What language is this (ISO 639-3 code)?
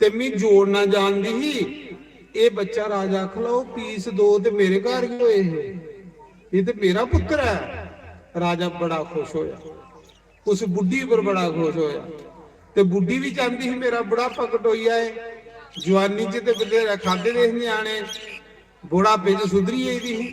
doi